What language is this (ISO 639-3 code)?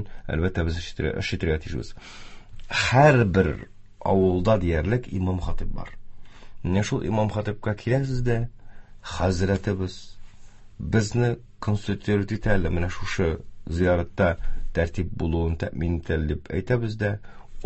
tat